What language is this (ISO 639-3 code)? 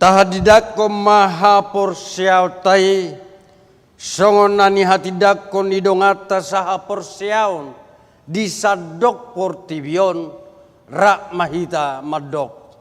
bbc